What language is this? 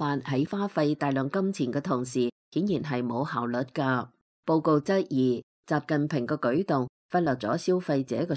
Cantonese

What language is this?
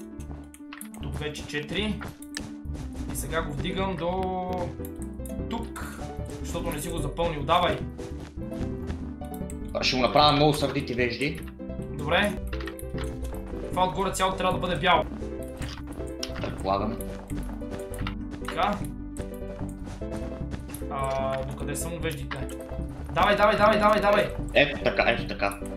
Bulgarian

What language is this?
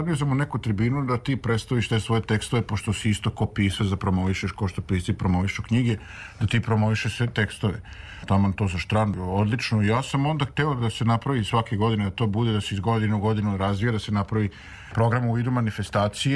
Serbian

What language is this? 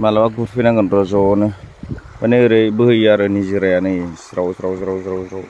Bodo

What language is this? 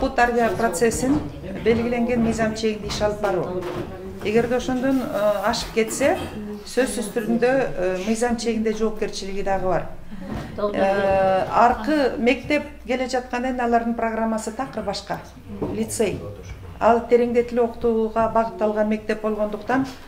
Kyrgyz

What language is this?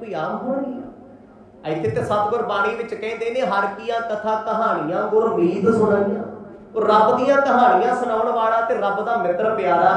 Punjabi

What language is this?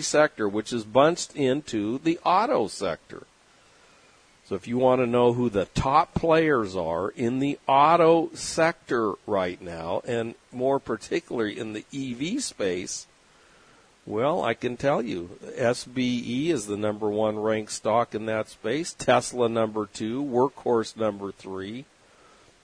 English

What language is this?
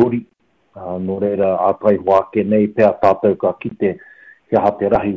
Māori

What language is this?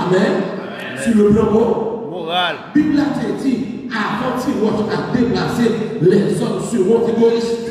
Haitian Creole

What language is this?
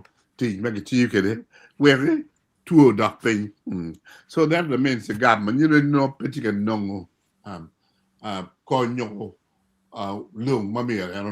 Acoli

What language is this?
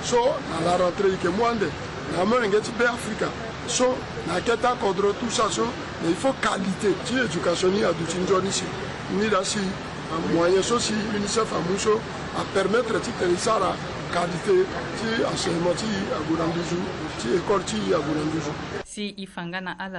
Sango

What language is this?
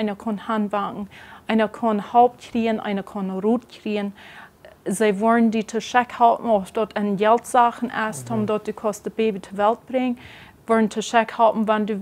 Plautdietsch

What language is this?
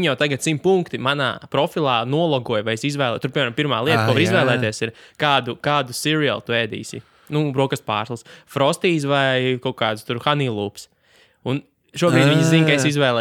Latvian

